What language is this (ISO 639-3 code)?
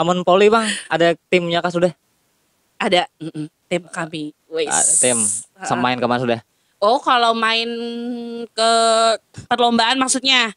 bjn